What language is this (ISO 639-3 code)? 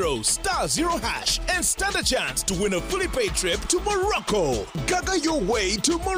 nyn